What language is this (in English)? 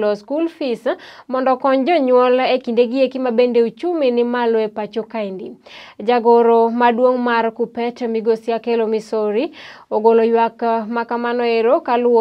Luo (Kenya and Tanzania)